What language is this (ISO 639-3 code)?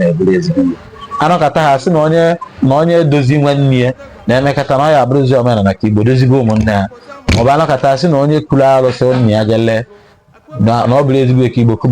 ibo